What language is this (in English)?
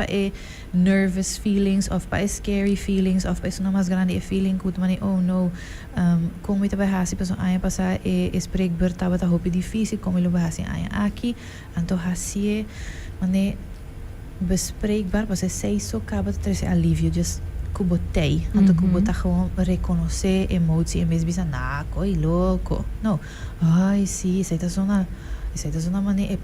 Papiamento